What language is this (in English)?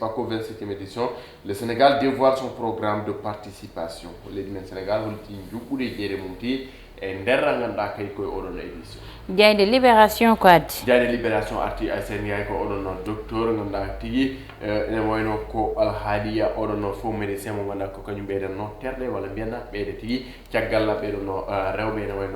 Fula